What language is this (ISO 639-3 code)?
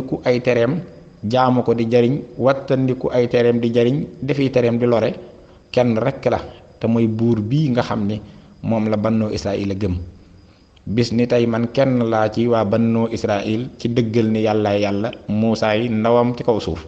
wol